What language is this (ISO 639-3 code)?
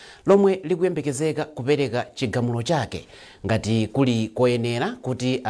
nya